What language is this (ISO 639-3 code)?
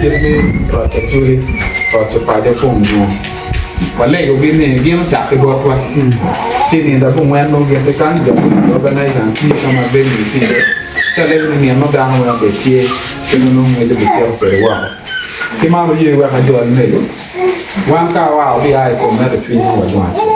ach